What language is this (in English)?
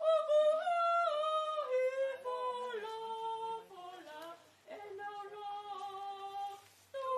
Tongan